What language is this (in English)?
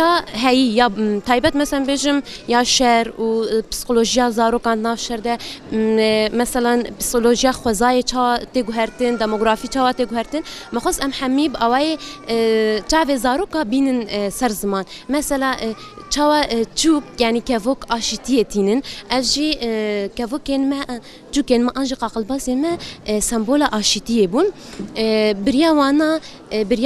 Kurdish